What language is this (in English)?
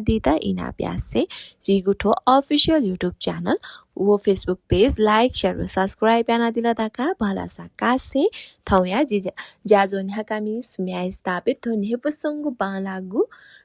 Newari